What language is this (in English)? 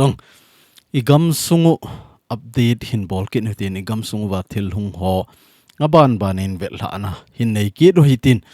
Thado Chin